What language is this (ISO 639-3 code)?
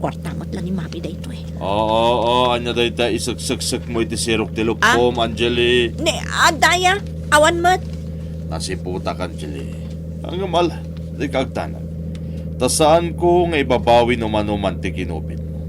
ilo